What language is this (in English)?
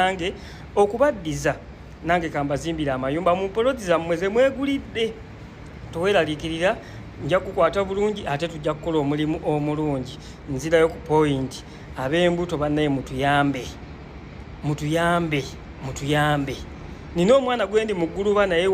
Ganda